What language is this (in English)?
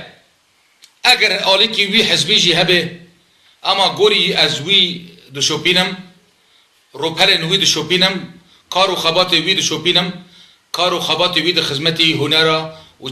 Kurdish